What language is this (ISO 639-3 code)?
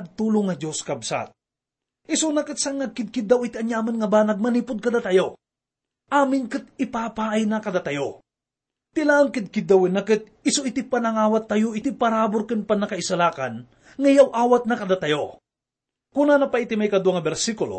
ilo